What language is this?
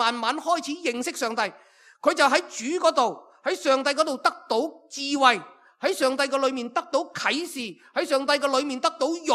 Cantonese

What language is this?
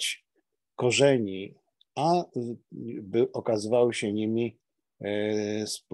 Polish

